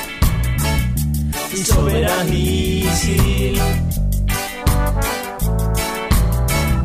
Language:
Basque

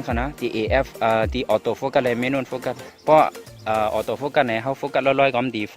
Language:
Shan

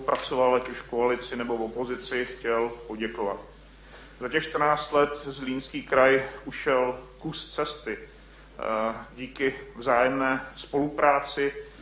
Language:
Czech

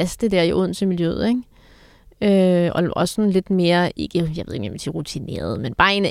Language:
Danish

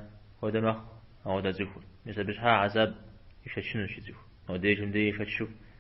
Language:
Kabardian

